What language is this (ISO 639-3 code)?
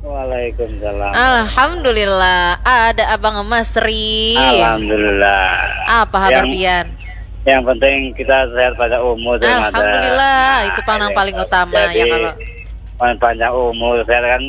bjn